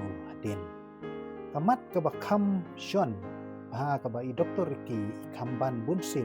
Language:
Khasi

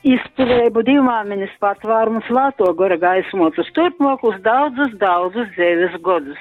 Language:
Latgalian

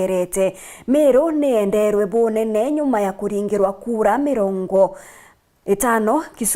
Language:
Meru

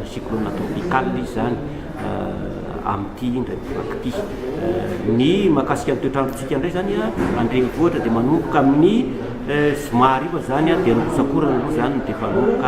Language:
Malagasy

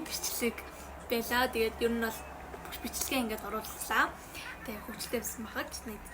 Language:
Mongolian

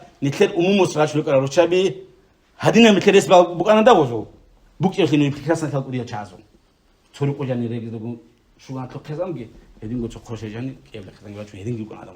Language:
Avaric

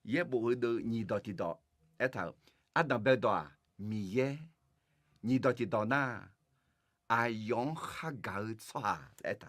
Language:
Akha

